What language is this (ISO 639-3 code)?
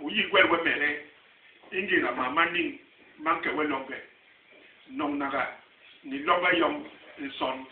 bas